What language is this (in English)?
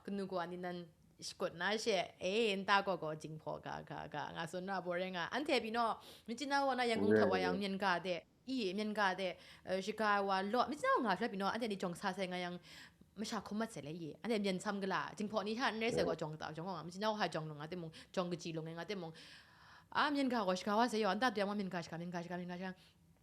Kachin